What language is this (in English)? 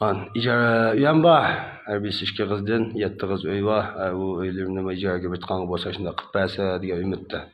Uyghur